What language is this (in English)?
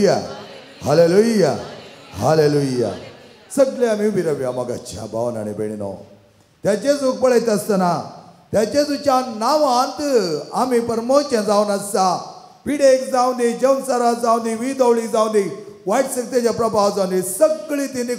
Konkani